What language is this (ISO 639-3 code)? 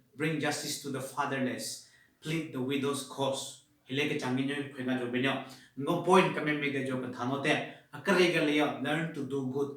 nre